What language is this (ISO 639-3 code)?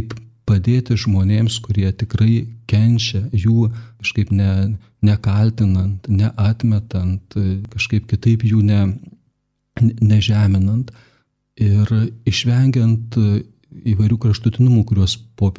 lit